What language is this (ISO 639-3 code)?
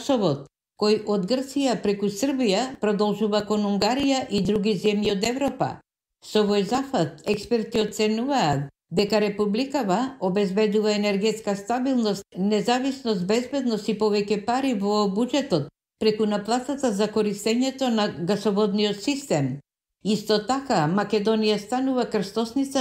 mkd